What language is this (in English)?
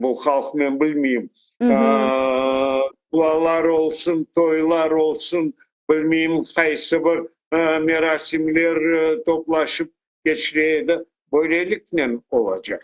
Crimean Tatar